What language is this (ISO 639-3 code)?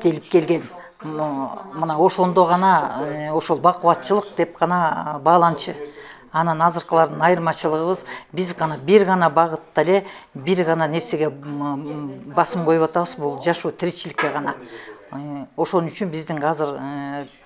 kir